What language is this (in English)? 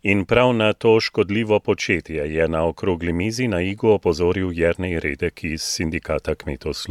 Slovenian